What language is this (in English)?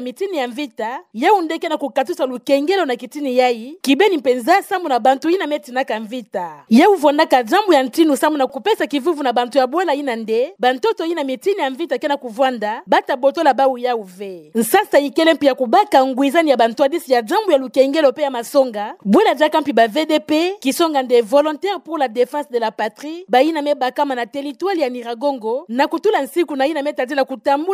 Kituba (Democratic Republic of Congo)